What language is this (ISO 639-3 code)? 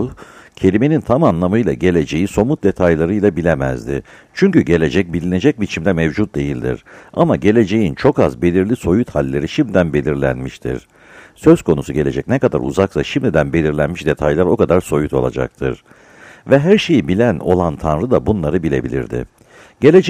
tur